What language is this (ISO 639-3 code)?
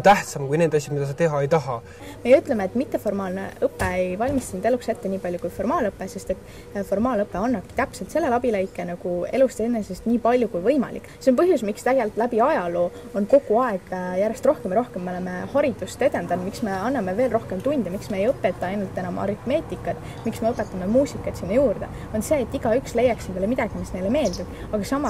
est